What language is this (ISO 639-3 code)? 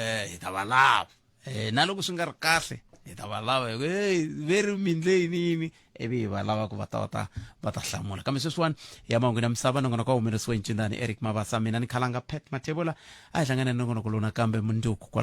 tso